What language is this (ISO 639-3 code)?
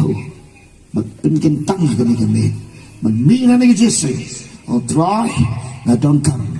kha